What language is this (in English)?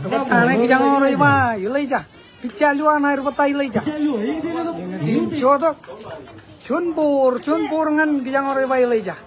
Marshallese